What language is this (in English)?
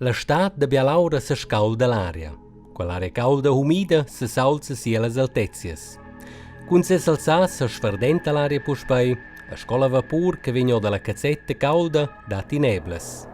Romansh